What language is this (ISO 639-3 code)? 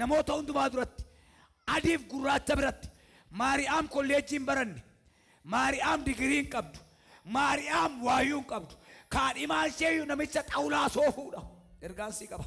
orm